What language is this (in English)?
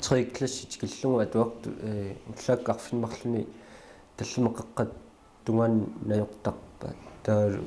Kalaallisut